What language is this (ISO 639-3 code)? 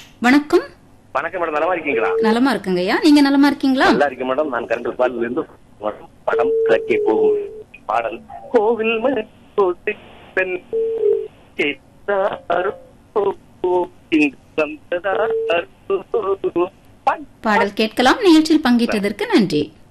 tam